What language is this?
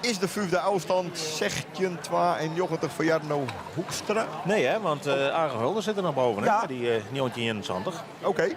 Western Frisian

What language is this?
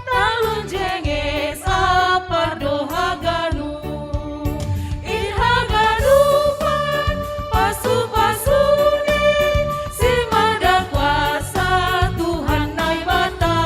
Batak Simalungun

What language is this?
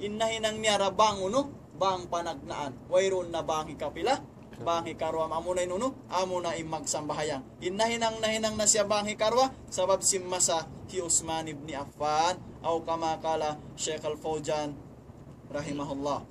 Tausug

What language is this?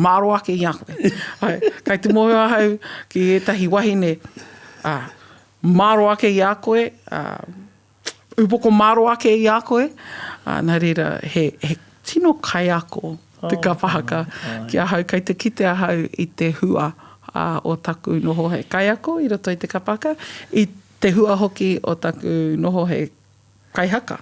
Māori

